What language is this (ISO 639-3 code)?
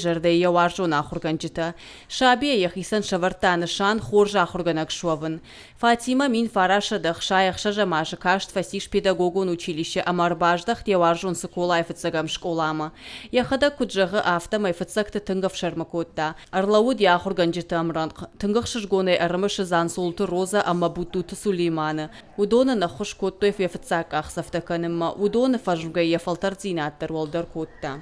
oss